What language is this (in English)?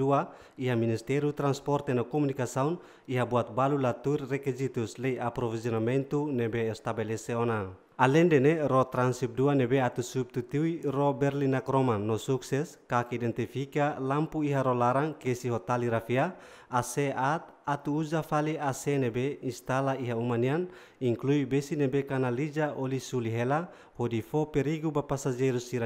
Tetum